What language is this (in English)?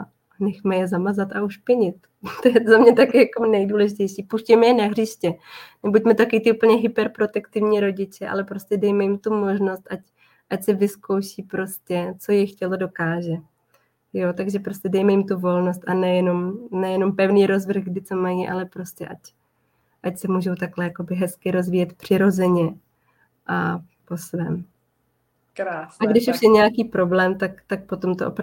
Czech